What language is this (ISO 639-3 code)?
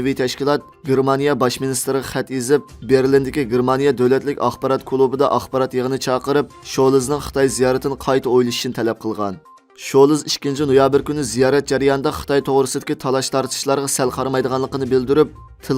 uig